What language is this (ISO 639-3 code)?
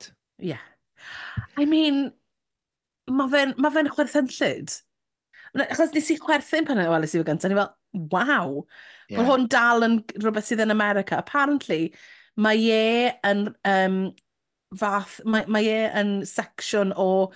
cym